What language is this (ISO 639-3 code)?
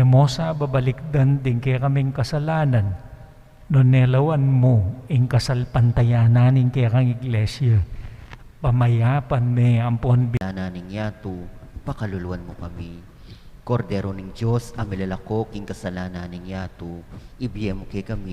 pam